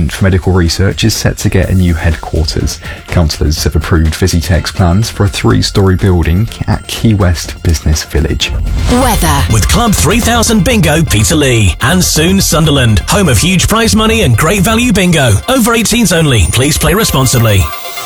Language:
English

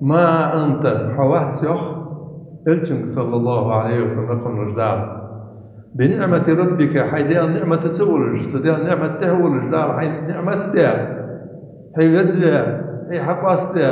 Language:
Ingush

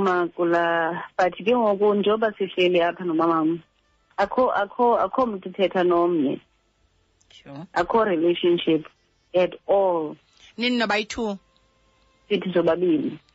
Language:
Xhosa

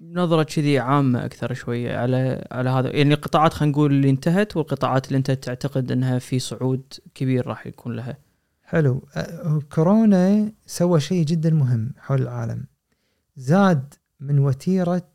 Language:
Gulf Arabic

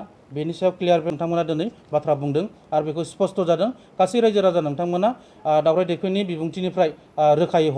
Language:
Bodo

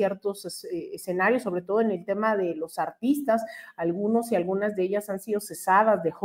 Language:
Spanish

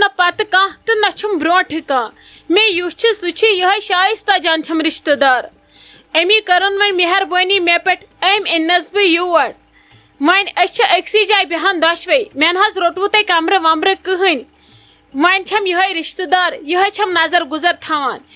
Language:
Kashmiri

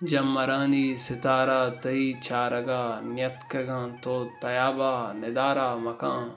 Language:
Baluchi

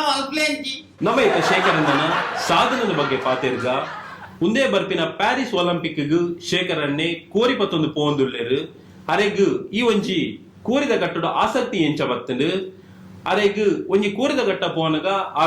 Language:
Tulu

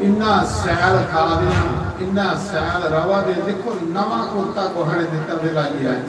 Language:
Dogri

